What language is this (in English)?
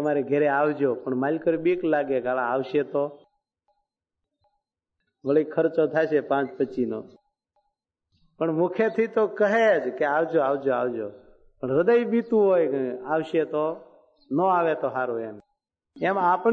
Gujarati